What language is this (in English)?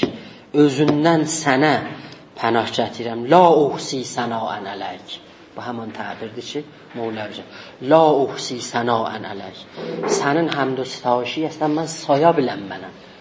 South Azerbaijani